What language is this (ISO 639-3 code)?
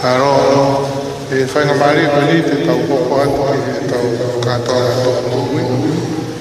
ton